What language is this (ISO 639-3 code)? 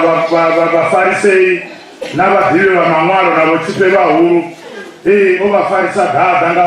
ven